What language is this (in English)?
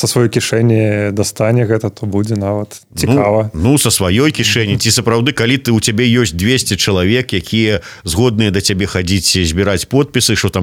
Belarusian